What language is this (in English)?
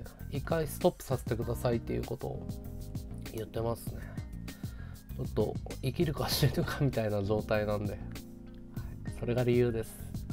Japanese